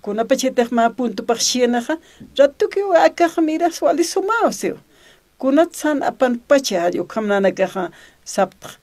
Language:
Aymara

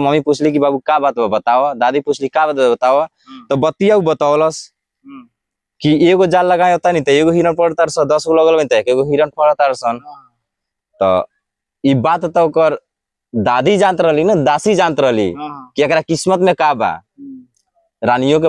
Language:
Bhojpuri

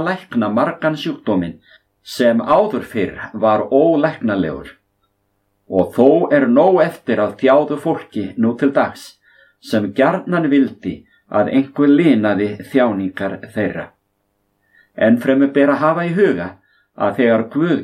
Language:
Icelandic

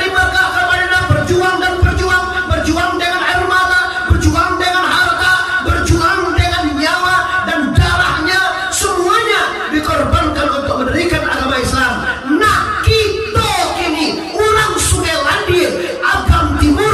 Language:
Minangkabau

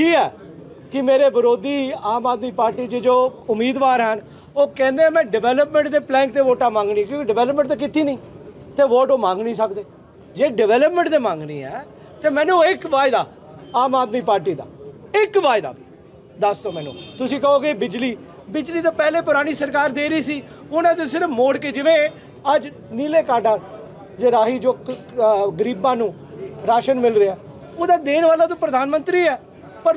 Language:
Punjabi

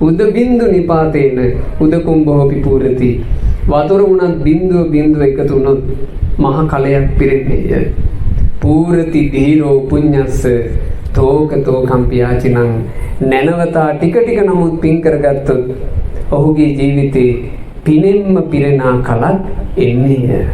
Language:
Sinhala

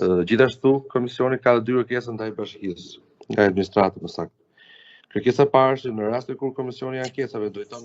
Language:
Albanian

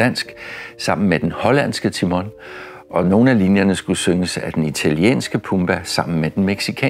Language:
Danish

